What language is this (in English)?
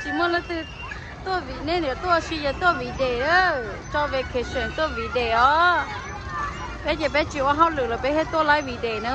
Hmong